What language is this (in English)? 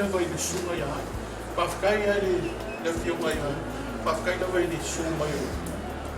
Samoan